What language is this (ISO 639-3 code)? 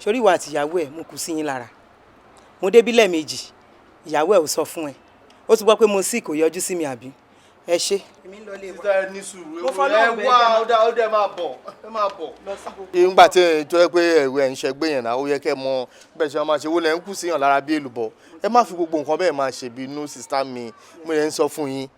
yor